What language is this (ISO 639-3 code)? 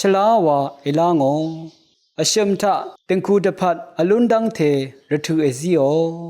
raw